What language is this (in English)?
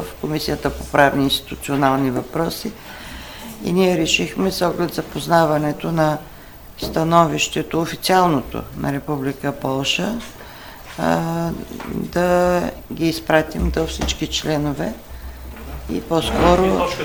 Bulgarian